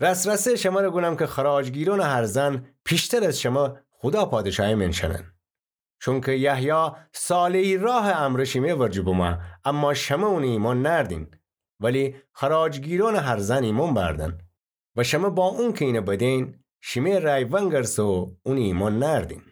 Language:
Gilaki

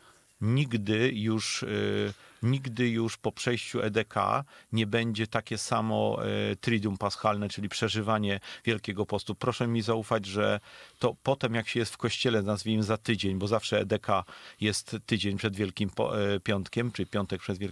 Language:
Polish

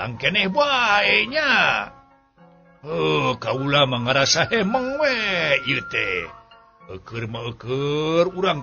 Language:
Sundanese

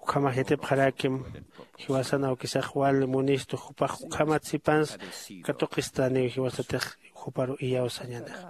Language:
Aymara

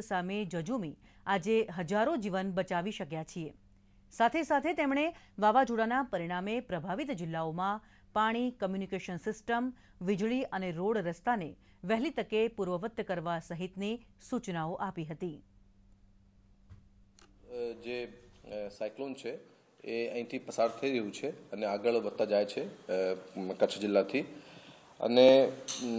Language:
Gujarati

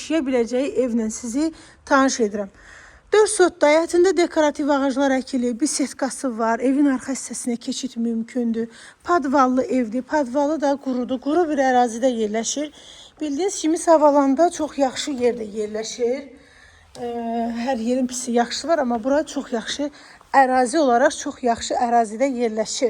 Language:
Azerbaijani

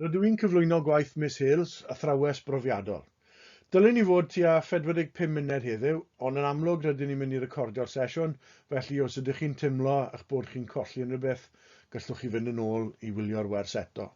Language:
Welsh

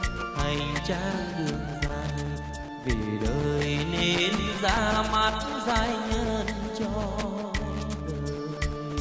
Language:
Vietnamese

